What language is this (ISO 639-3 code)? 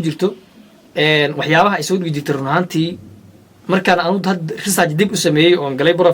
som